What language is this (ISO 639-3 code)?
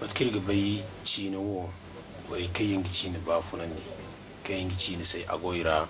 dje